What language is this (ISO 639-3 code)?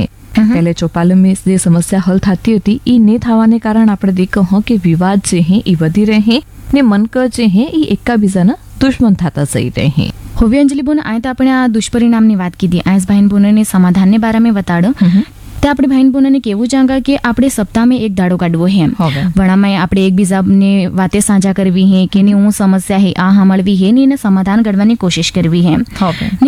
guj